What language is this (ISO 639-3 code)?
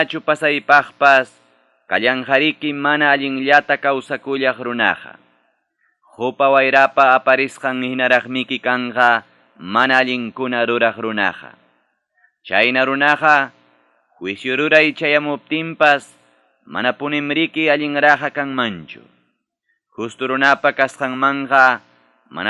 quy